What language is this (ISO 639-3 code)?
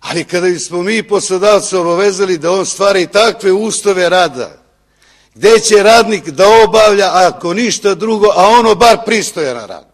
srp